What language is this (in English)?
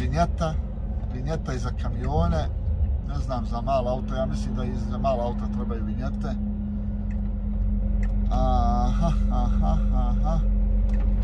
Croatian